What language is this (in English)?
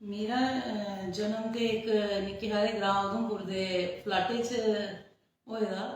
Dogri